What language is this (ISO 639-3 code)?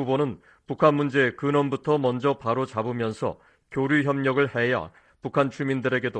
kor